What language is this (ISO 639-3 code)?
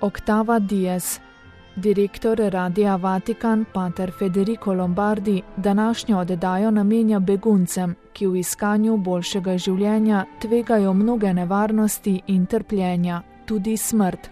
slv